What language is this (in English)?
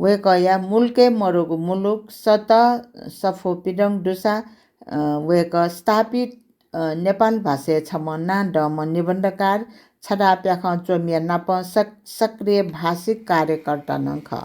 Newari